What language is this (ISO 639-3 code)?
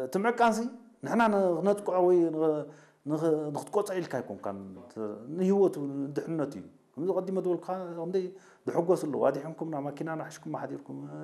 tir